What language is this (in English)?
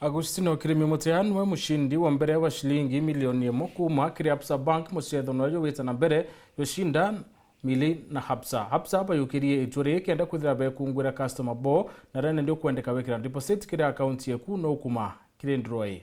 Meru